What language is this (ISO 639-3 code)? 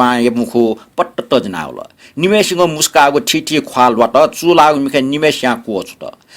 new